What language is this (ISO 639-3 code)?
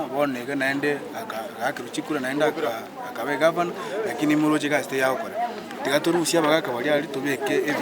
guz